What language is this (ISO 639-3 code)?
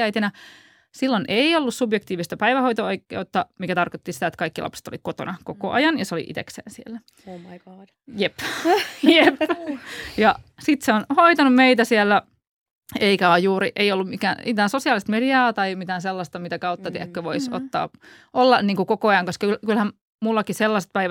fin